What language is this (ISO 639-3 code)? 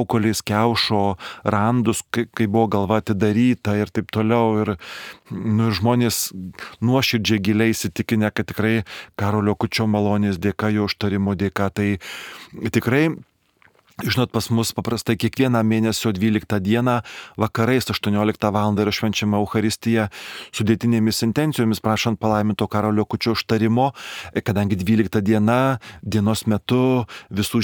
lit